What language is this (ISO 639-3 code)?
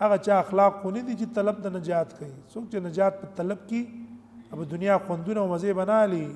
pus